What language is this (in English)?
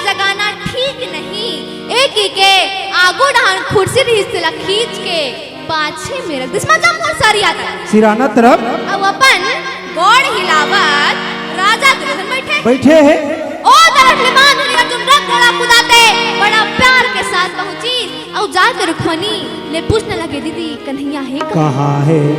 Chhattisgarhi